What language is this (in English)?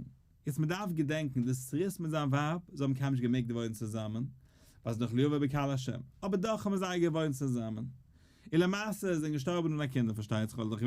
Yiddish